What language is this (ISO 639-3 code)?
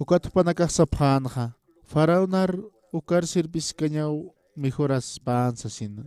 aym